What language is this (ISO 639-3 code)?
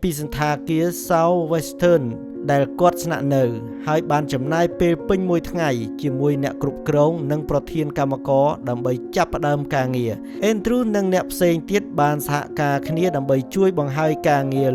khm